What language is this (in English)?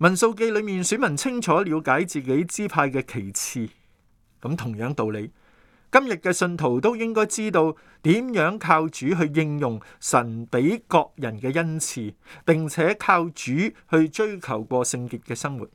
Cantonese